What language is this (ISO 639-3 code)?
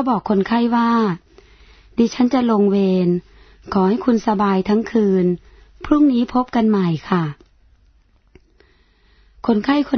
tha